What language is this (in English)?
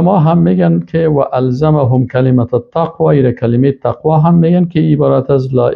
Persian